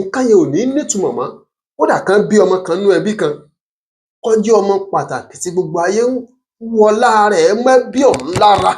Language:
Yoruba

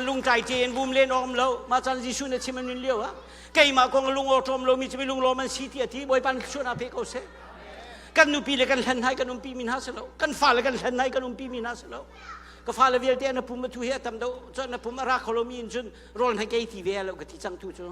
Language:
Hakha Chin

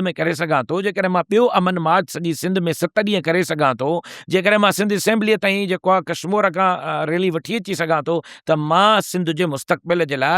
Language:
Sindhi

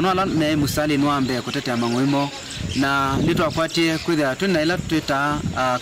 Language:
Kamba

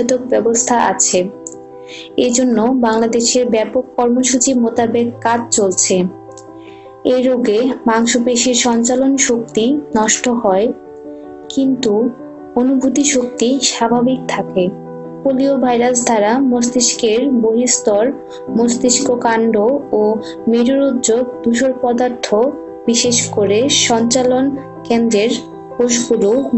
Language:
Bangla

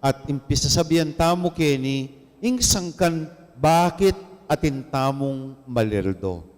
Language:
Pampanga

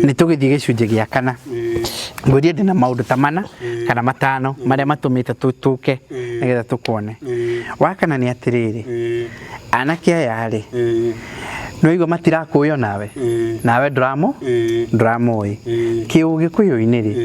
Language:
Kikuyu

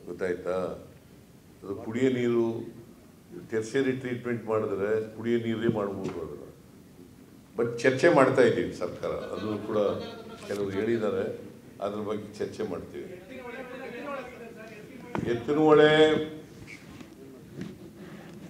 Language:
Kannada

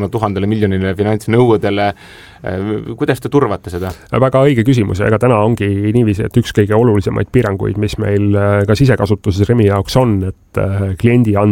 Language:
Estonian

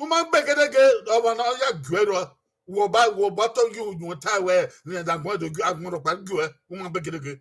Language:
Bini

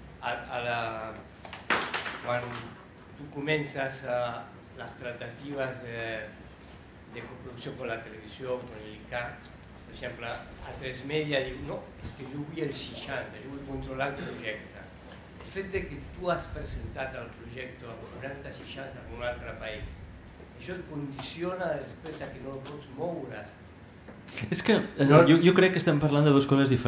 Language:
Catalan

